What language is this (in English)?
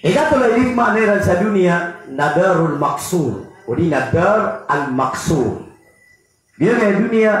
Maranao